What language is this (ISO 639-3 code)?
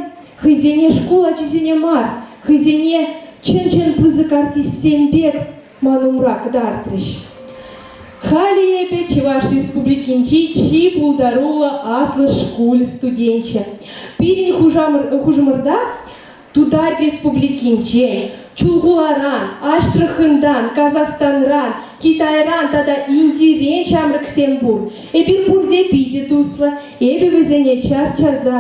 chv